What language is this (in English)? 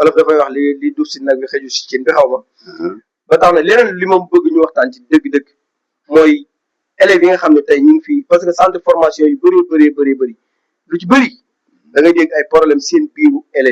Wolof